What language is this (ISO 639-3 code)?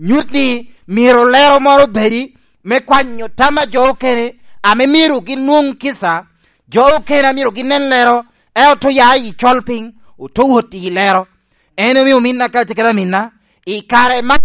laj